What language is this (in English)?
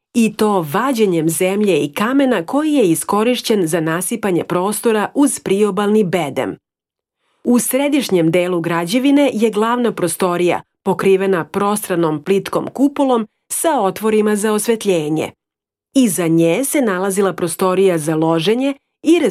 Serbian